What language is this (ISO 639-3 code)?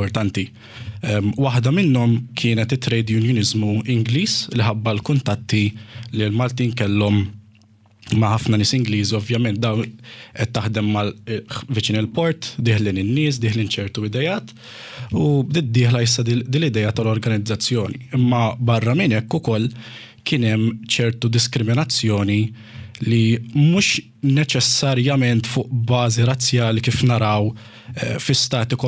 mlt